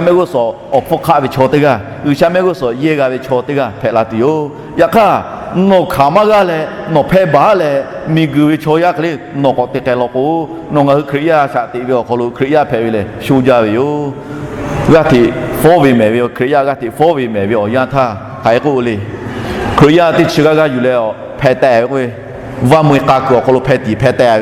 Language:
Lahu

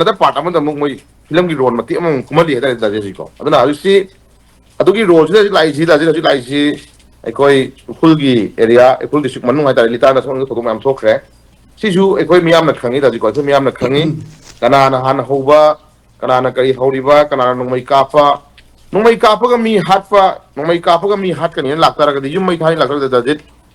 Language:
Manipuri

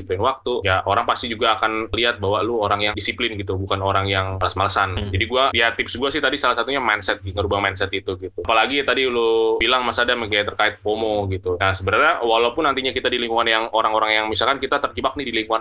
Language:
Indonesian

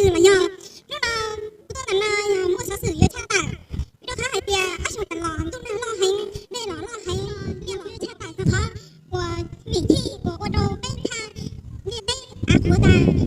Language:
Hmong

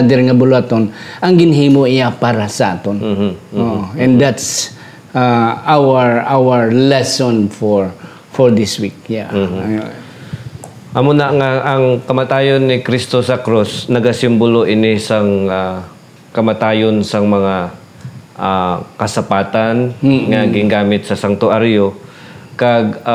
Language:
Hiligaynon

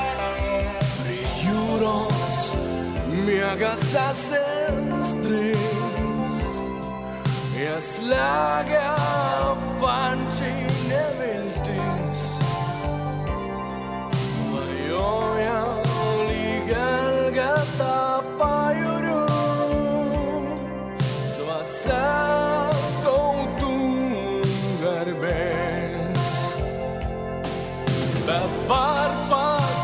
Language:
Estonian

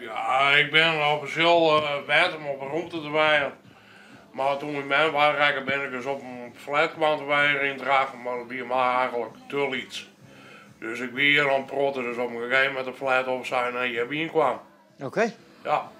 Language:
Western Frisian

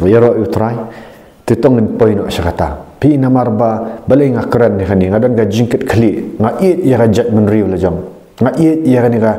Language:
Khasi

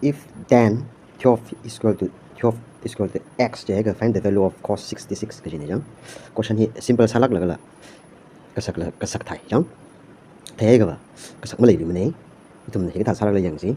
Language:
Tangkhul Naga (India)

